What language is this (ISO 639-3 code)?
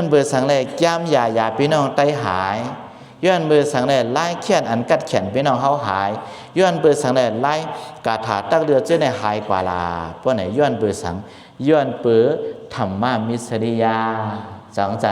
shn